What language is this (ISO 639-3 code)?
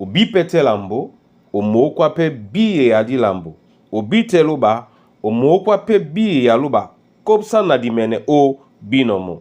dua